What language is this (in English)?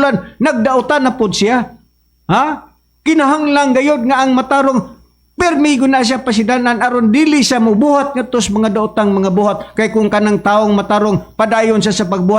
Cebuano